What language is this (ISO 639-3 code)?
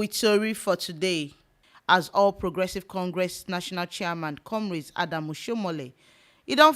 pcm